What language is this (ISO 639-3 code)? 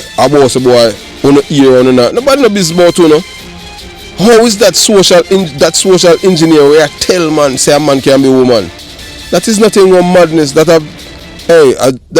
jam